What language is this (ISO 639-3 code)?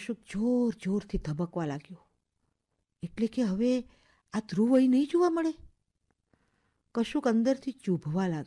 guj